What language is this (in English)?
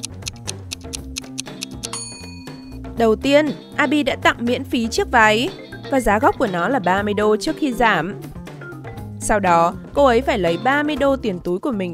Vietnamese